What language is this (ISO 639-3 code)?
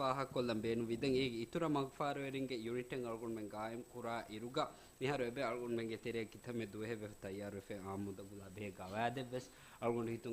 div